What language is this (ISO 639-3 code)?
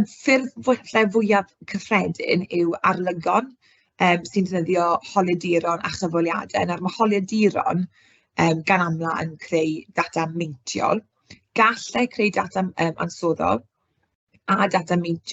cym